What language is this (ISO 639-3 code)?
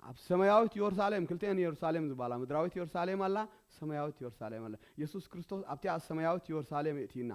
tir